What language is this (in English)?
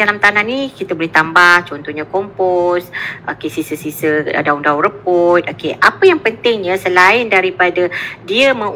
Malay